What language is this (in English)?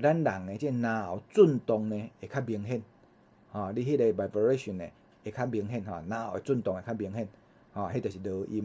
Min Nan Chinese